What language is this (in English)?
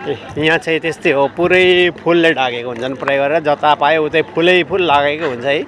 Nepali